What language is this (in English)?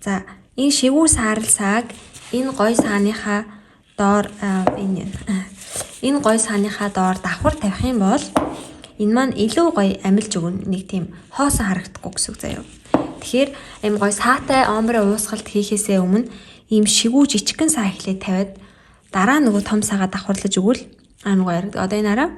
Mongolian